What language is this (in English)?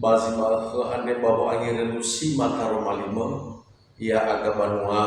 Nias